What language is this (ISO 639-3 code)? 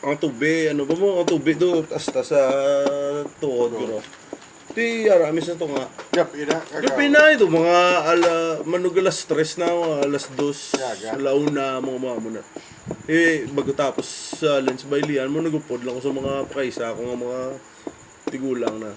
hil